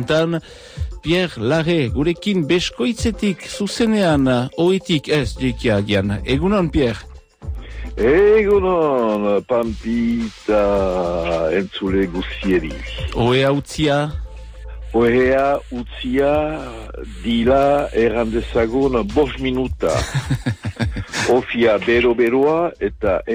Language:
Basque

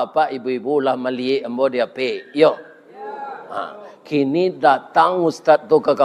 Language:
Minangkabau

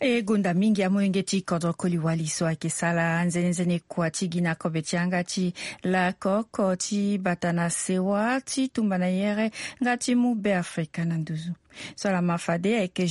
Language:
Sango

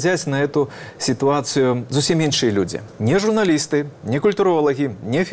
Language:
Belarusian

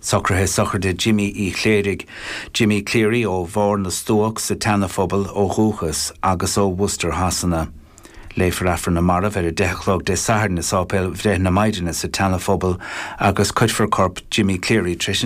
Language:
Irish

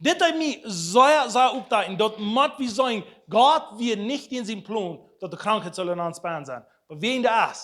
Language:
Plautdietsch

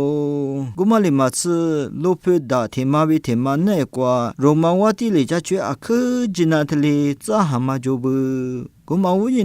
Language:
Lisu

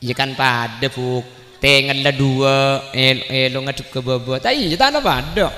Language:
Madurese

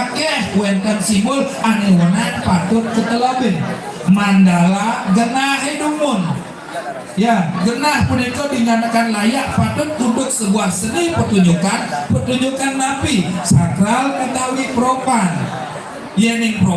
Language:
Balinese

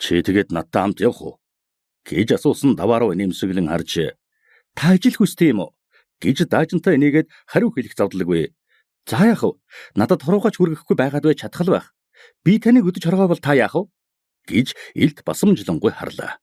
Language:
Mongolian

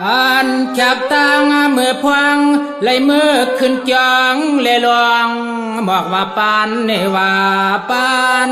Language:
Shan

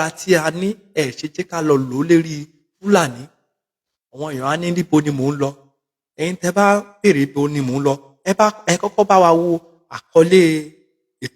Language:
Yoruba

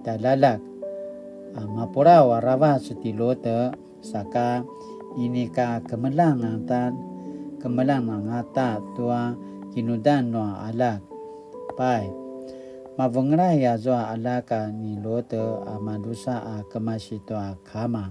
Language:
Paiwan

